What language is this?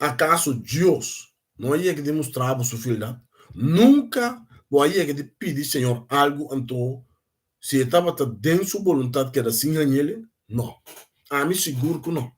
Papiamento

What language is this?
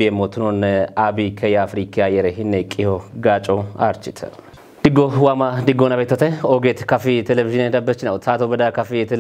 Kafa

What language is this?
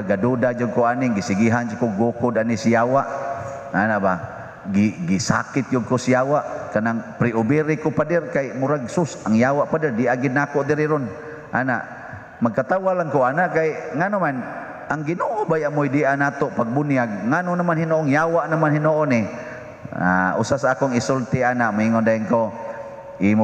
Cebuano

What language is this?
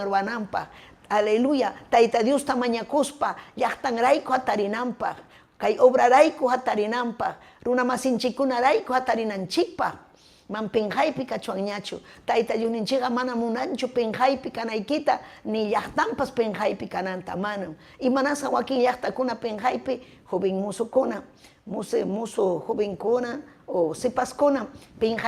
Ayacucho Quechua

